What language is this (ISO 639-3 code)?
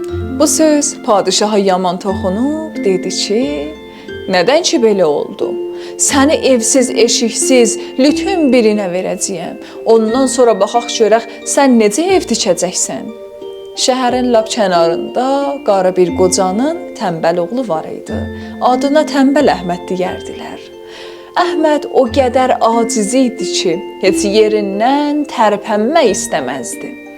azb